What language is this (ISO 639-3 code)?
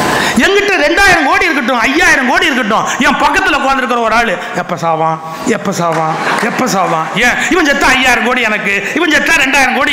tam